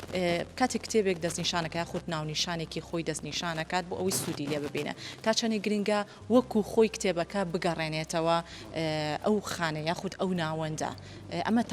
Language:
Central Kurdish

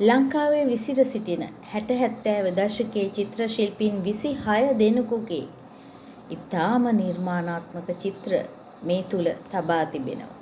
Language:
Sinhala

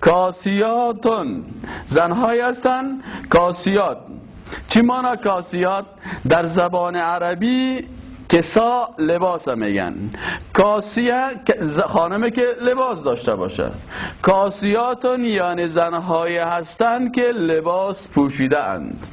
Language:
Persian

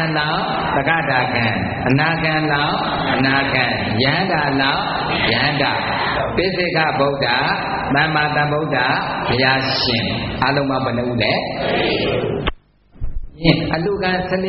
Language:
Burmese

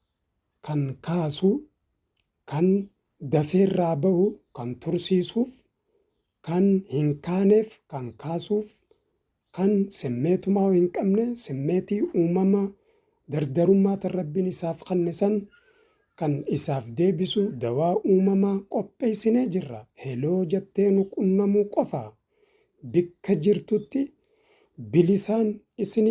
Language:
Oromo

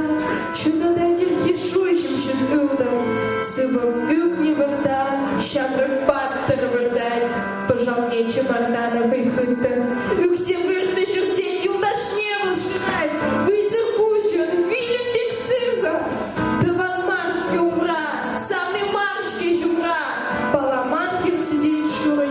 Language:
Chuvash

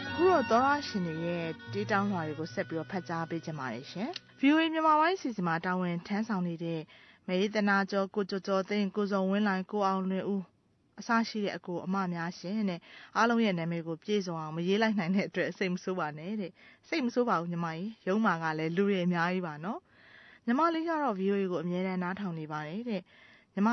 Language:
Burmese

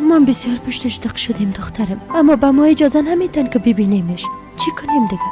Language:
Persian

